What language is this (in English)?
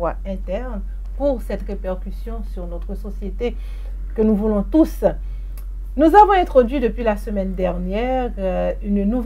French